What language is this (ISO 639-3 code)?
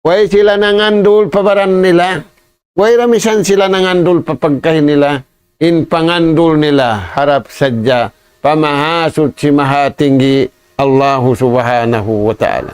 tsg